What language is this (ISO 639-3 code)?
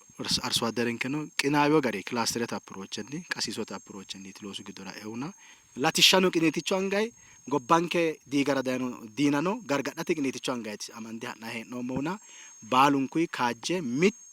sid